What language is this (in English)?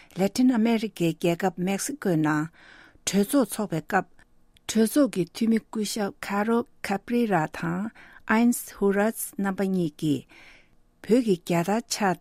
Tibetan